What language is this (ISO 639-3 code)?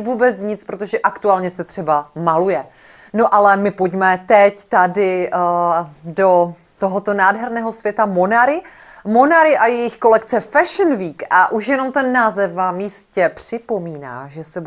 ces